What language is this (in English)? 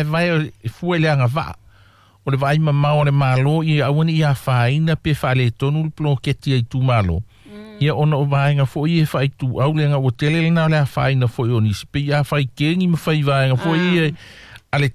Samoan